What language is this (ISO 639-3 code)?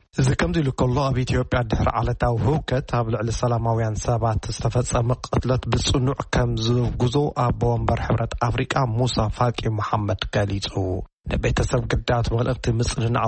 tir